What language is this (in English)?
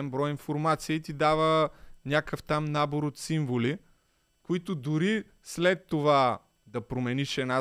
Bulgarian